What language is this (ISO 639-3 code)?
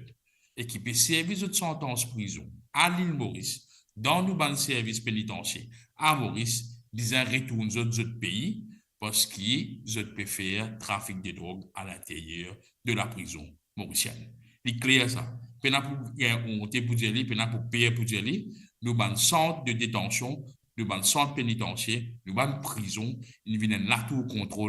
mfe